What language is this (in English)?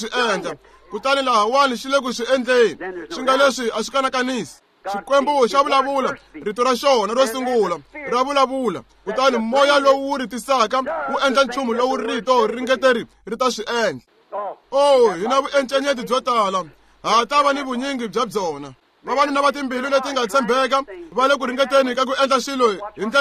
Tsonga